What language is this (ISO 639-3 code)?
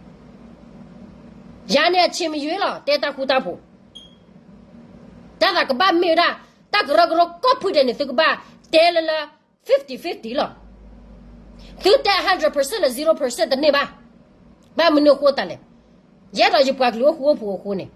ksw